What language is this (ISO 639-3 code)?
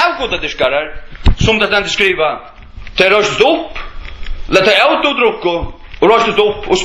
fao